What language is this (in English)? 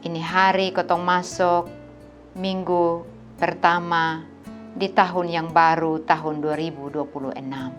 Kupang Malay